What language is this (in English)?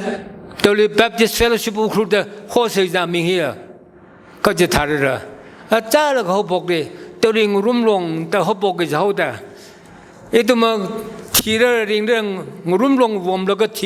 Tangkhul Naga (India)